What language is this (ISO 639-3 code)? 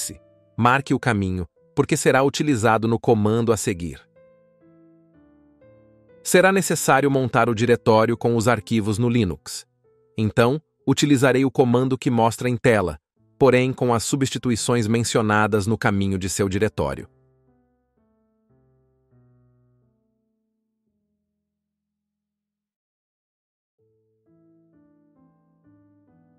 por